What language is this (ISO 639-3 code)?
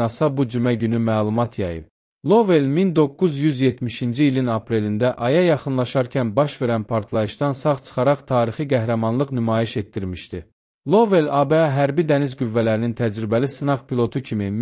aze